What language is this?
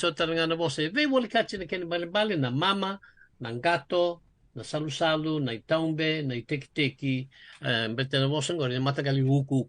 Fijian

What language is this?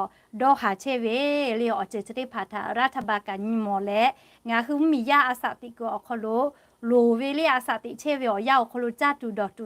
Lahu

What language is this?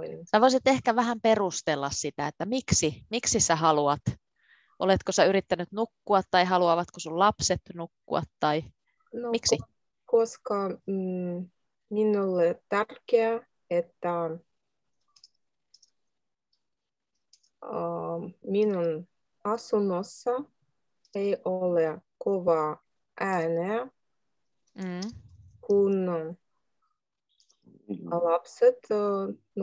Finnish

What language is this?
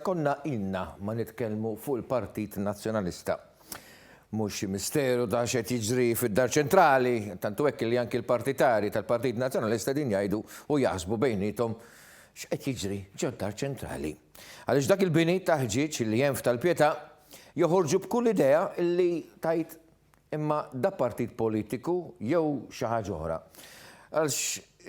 Maltese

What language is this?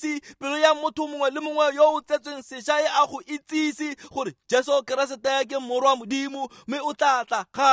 Tswana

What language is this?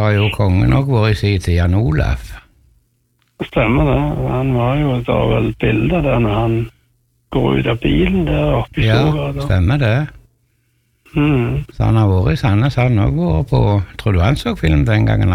Norwegian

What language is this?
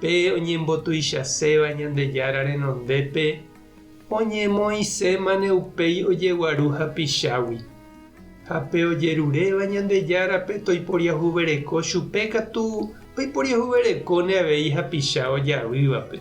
Guarani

